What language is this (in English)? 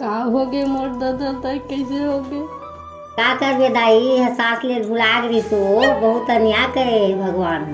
Chhattisgarhi